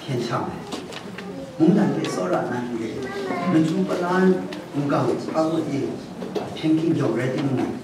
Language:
Kachin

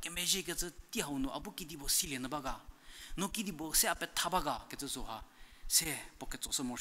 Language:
Angami Naga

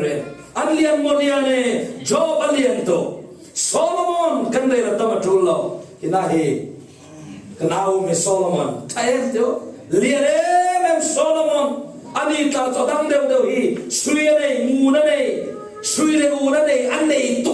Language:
Falam Chin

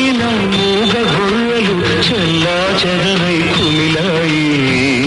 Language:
Telugu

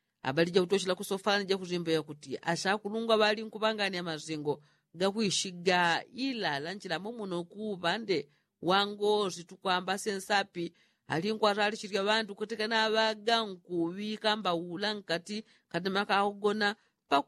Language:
Yao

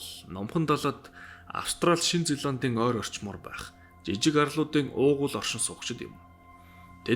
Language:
Mongolian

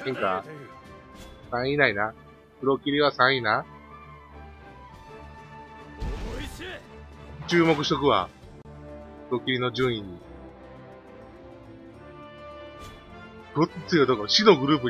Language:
Japanese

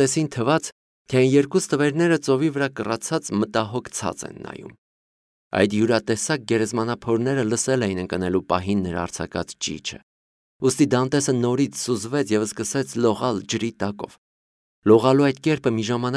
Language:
Armenian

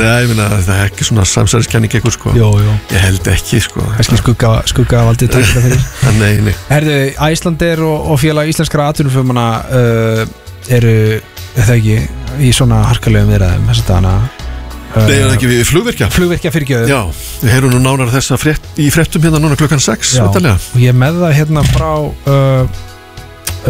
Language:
Icelandic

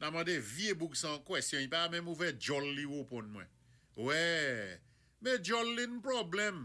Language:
Saint Lucian Creole French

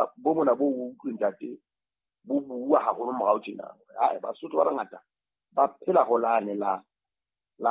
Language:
Southern Sotho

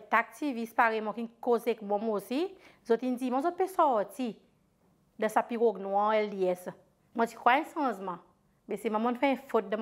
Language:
Seselwa Creole French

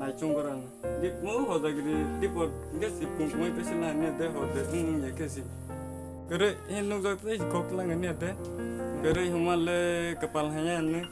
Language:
Kok Borok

